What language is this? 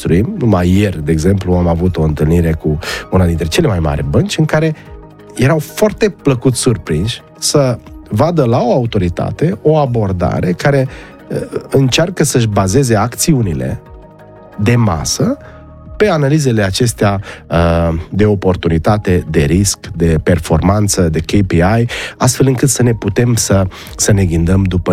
Romanian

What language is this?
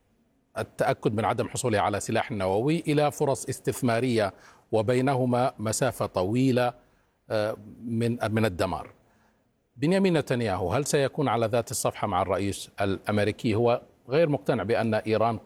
Arabic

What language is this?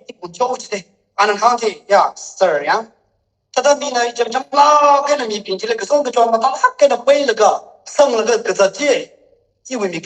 Tangkhul Naga (India)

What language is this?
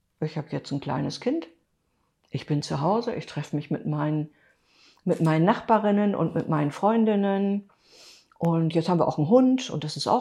German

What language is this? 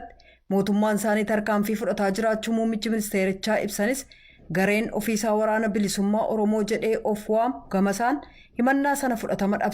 Oromo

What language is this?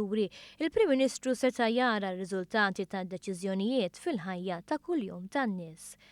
Maltese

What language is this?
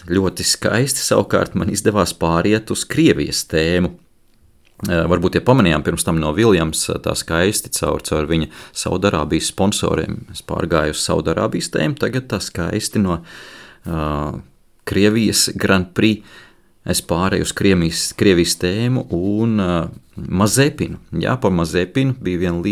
Latvian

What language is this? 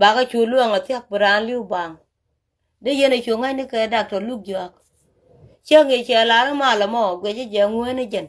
Nuer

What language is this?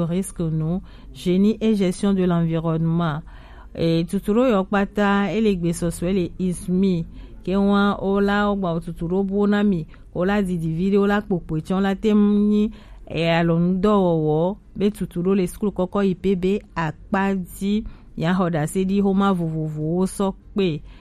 Gen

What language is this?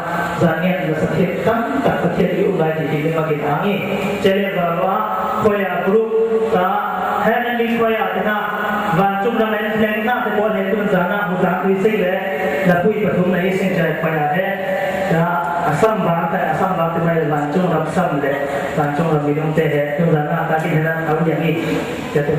Falam Chin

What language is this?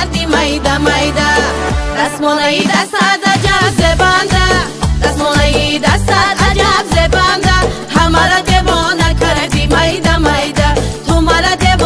Tajik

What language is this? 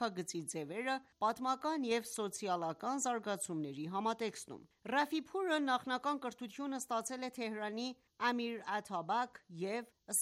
Armenian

